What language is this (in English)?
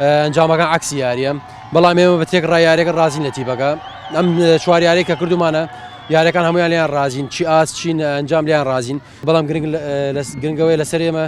Central Kurdish